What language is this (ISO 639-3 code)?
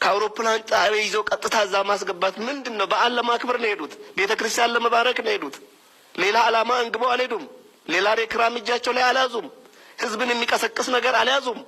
amh